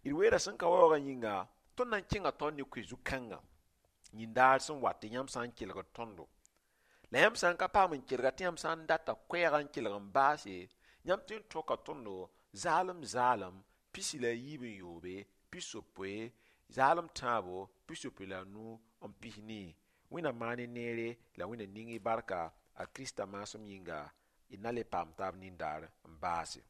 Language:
Mossi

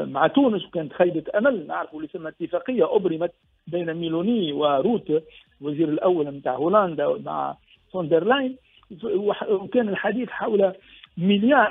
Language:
Tunisian Arabic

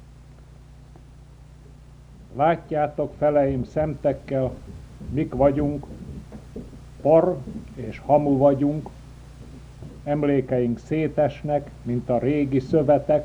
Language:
Hungarian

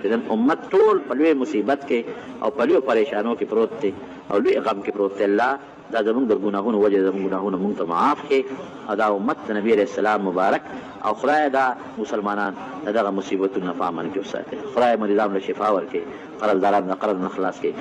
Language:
Pashto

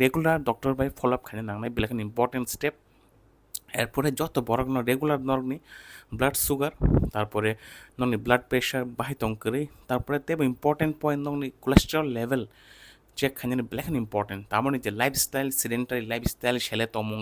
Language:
Kok Borok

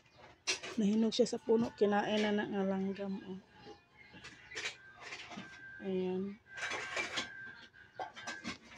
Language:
Filipino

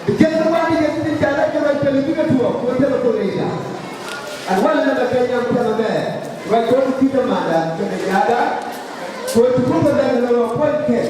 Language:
Nuer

